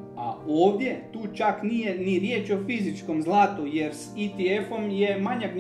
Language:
Croatian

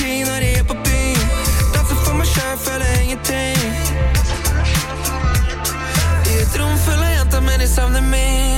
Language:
Norwegian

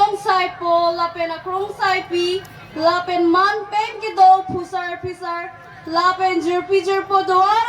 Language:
Karbi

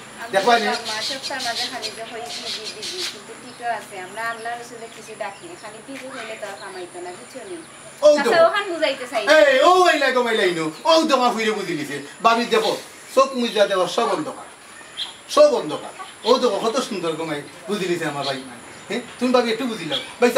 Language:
Sylheti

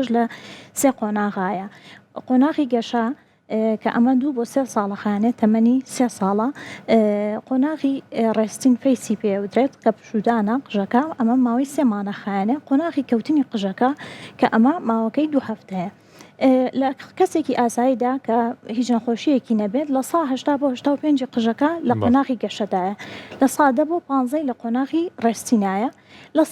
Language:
Central Kurdish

